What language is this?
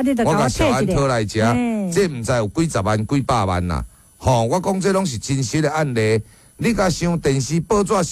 Min Nan Chinese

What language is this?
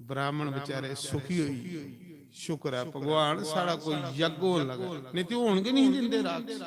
Dogri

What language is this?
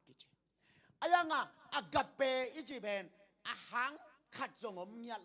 Tedim Chin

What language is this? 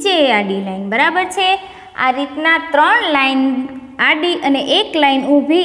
Gujarati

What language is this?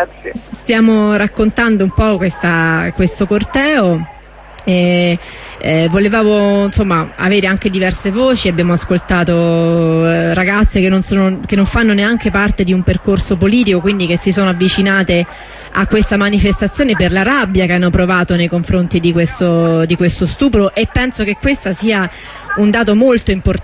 Italian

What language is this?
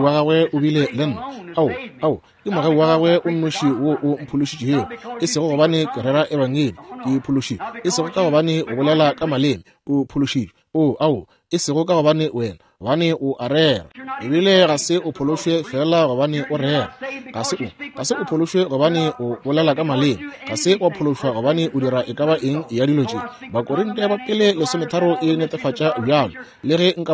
Northern Sotho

